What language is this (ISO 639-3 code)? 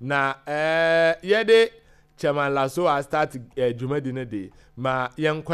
aka